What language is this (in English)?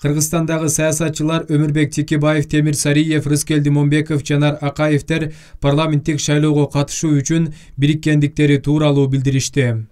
Kyrgyz